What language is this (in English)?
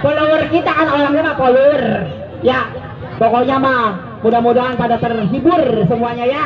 Betawi